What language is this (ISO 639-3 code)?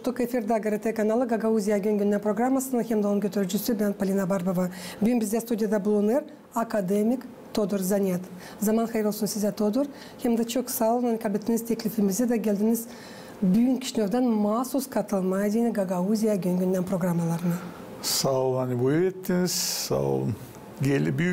gag